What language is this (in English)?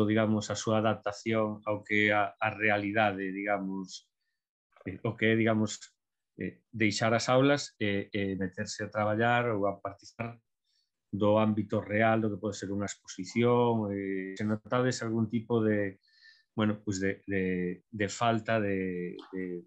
Galician